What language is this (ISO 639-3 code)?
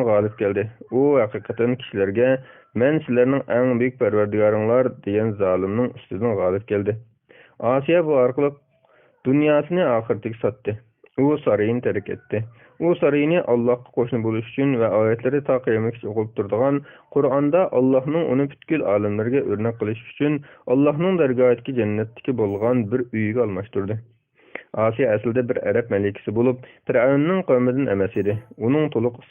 uig